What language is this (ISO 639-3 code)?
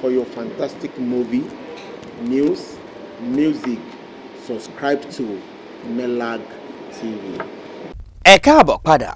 yor